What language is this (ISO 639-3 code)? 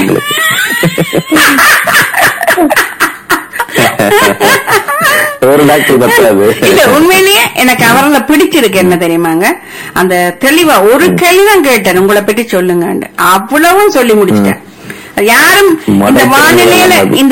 tam